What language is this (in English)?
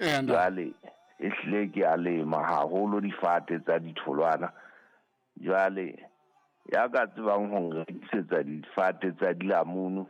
Southern Sotho